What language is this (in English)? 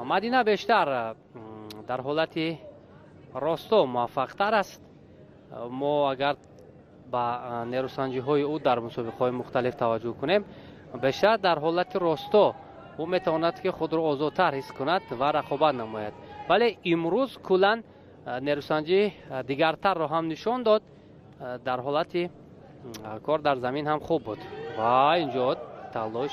Tajik